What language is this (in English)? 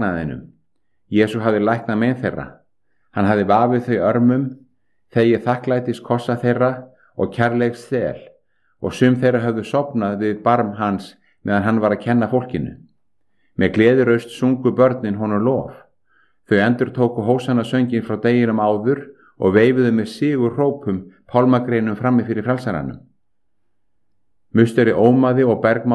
Icelandic